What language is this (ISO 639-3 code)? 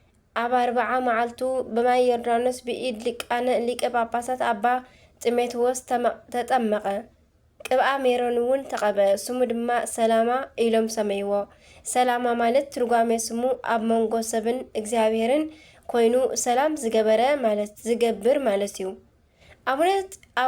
tir